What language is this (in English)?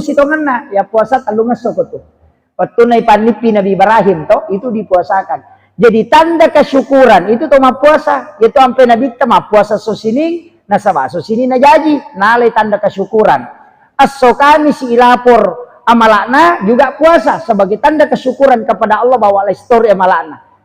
Buginese